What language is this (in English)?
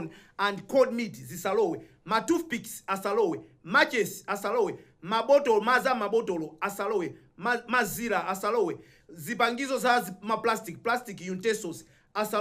Nyanja